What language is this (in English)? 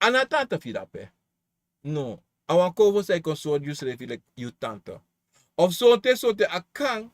Sranan Tongo